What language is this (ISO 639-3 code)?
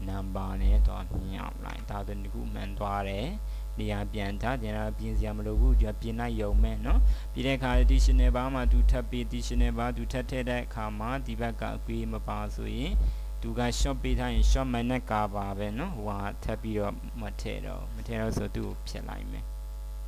mya